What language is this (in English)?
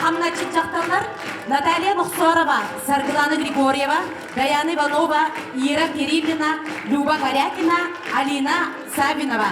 Yakut